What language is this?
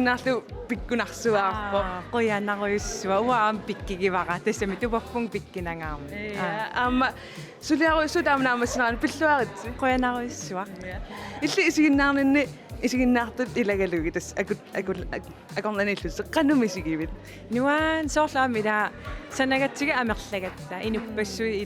Kalaallisut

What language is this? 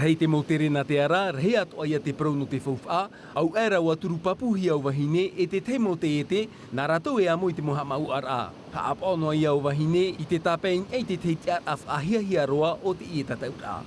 Tahitian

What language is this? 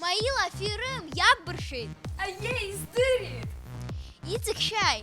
Abkhazian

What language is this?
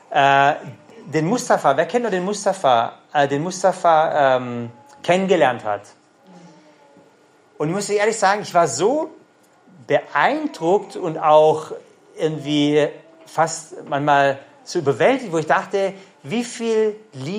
German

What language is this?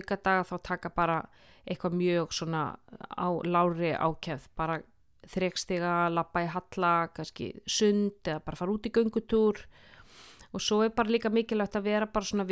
Icelandic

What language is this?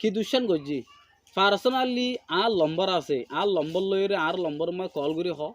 Rohingya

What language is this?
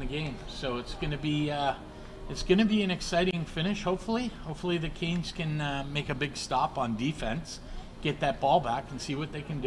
English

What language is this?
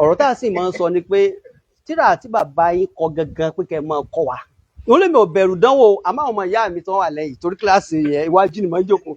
Yoruba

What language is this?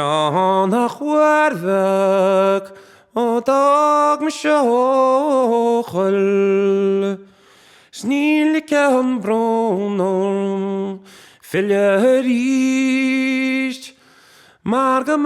Irish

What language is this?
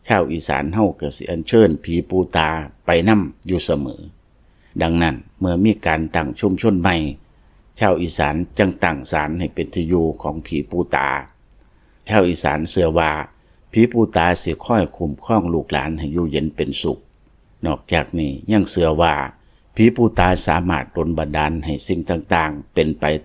Lao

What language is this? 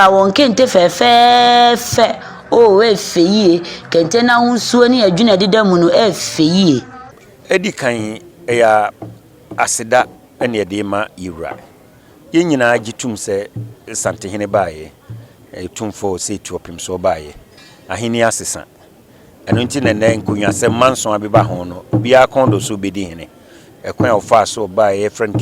Akan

